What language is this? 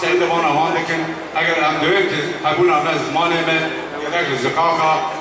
Kurdish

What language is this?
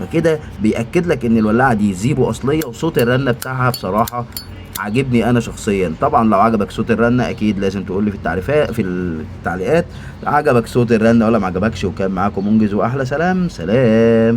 Egyptian Arabic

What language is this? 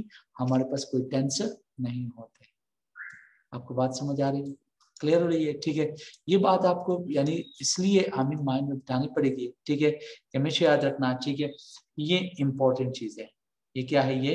Hindi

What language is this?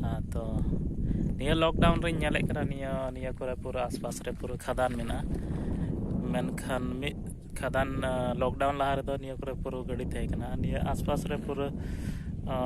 Santali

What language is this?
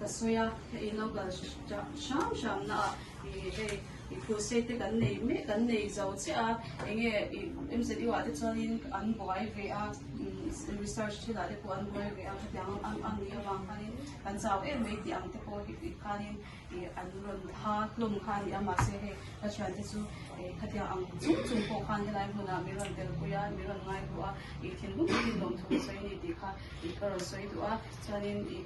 Mizo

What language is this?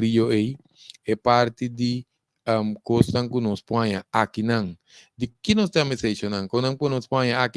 Papiamento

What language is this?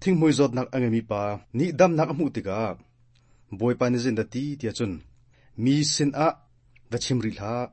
Hakha Chin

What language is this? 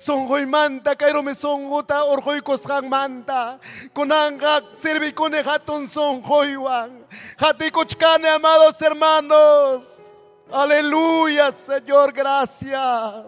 Ayacucho Quechua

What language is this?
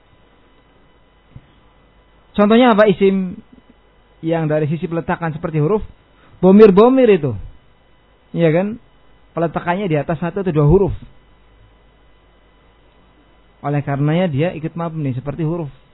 Indonesian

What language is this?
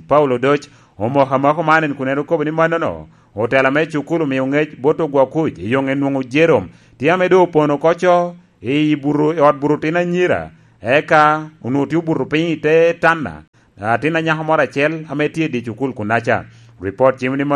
Lango (Uganda)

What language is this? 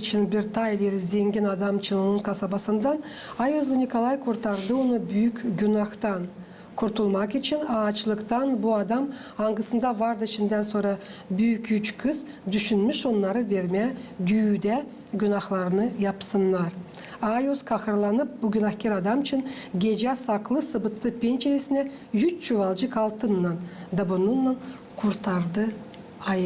Gagauz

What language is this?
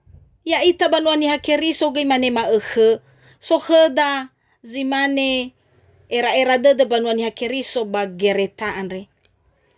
Nias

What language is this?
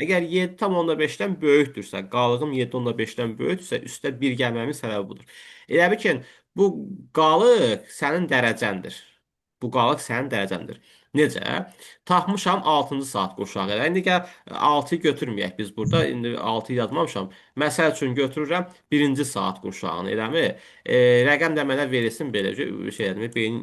Azerbaijani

